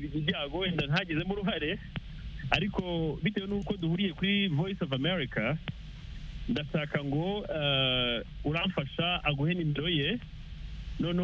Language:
Kinyarwanda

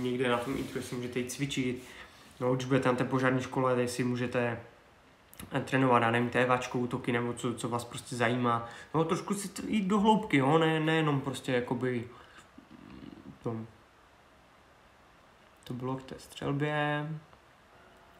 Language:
Czech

